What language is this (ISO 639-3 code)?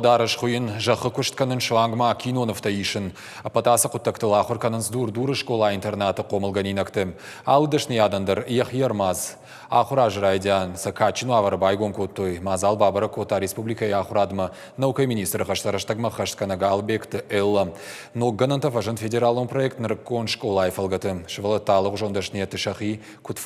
oss